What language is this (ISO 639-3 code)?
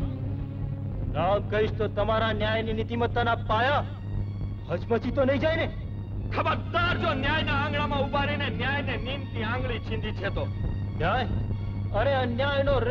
guj